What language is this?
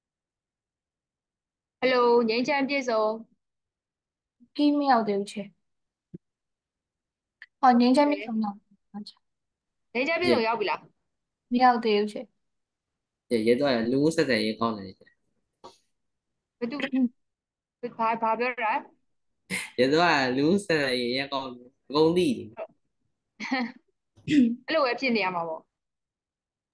Burmese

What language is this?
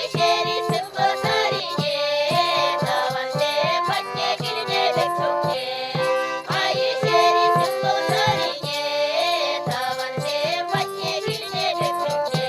Chuvash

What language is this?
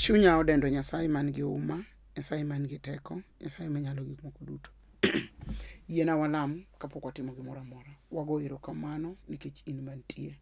Luo (Kenya and Tanzania)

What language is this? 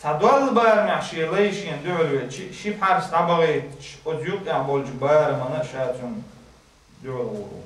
Chechen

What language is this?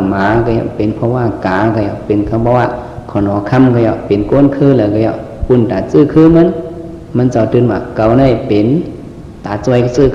Shan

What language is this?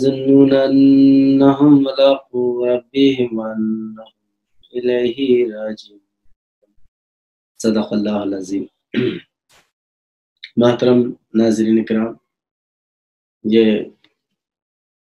Urdu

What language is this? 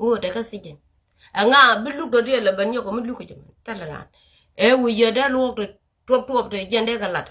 Nuer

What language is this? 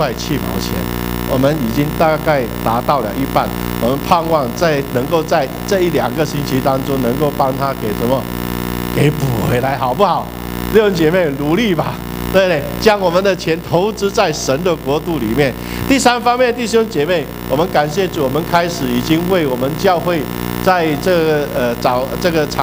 Chinese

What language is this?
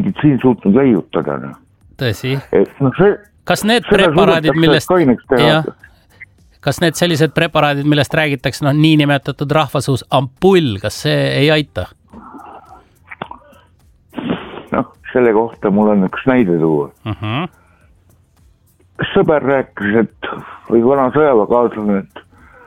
Estonian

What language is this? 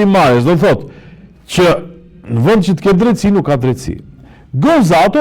Albanian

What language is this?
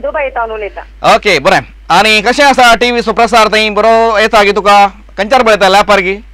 Konkani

